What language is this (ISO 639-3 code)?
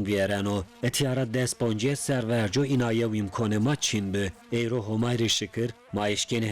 zza